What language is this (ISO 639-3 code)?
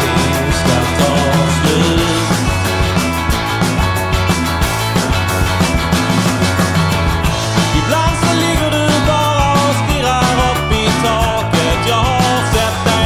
swe